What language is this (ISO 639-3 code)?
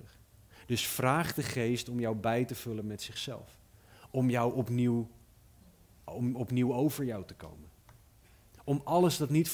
nld